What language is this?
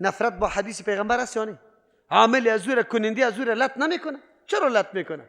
Persian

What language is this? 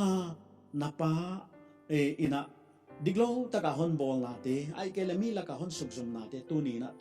Paite Chin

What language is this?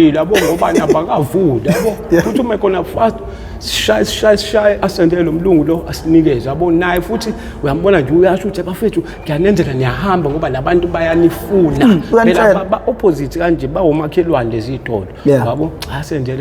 Zulu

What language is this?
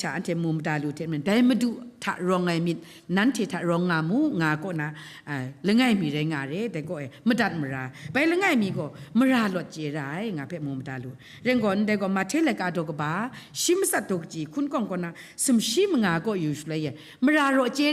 Kachin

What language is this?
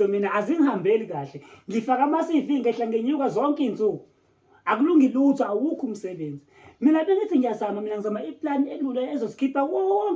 Zulu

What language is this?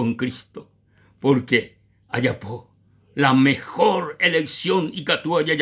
Guarani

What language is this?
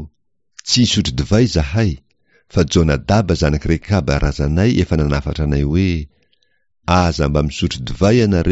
Malagasy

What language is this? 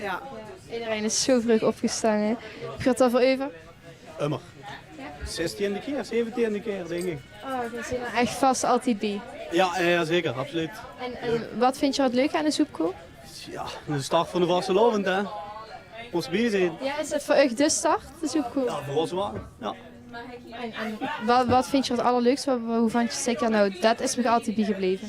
Limburgish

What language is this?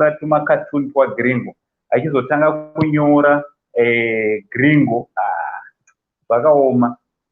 Shona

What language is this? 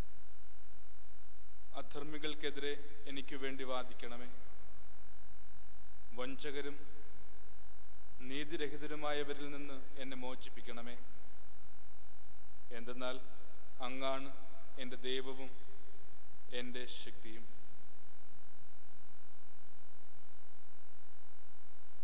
Malayalam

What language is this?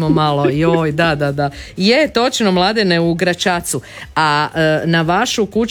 Croatian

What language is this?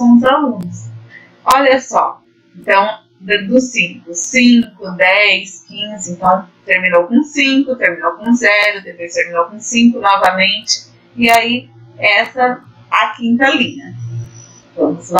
Portuguese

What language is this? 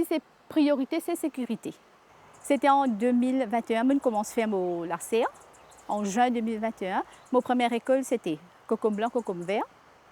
Morisyen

